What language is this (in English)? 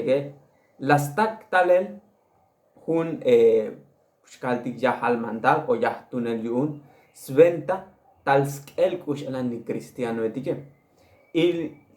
Tzotzil